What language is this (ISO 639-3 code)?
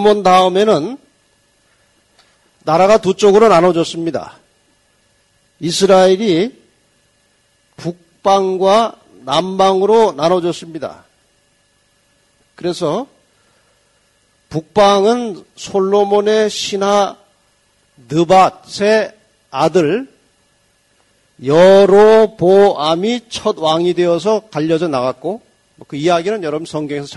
kor